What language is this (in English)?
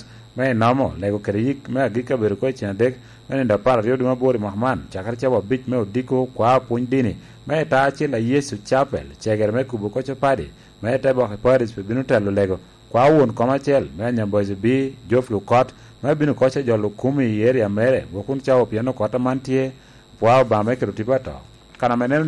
Lango (Uganda)